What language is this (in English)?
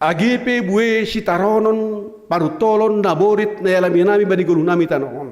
Batak Simalungun